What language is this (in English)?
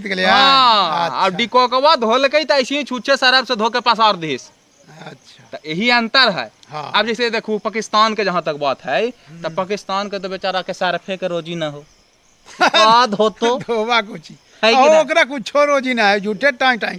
Magahi